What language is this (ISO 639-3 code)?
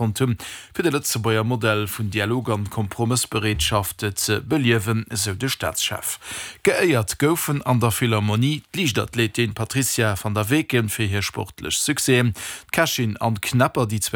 ltz